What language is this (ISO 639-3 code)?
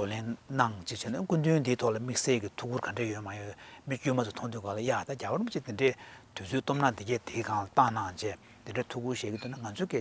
bod